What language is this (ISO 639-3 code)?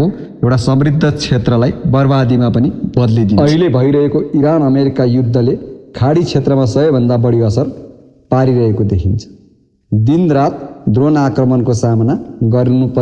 nep